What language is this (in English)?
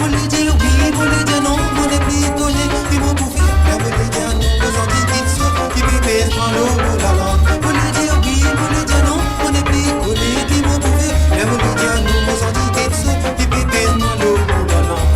Morisyen